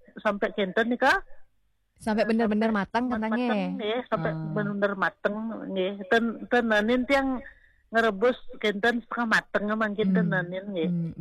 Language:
Balinese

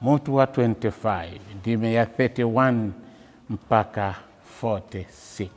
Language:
Nyanja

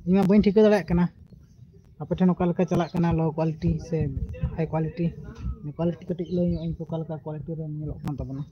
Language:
Santali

